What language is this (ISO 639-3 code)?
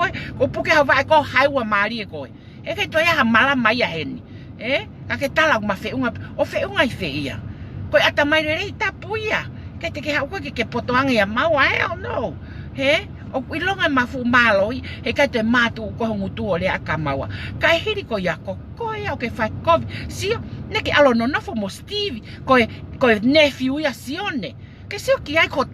ton